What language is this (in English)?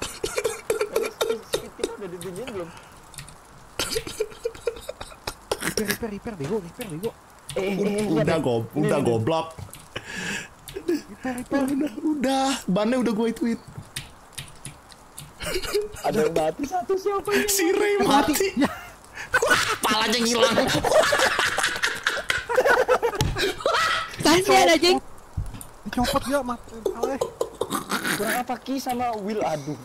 Indonesian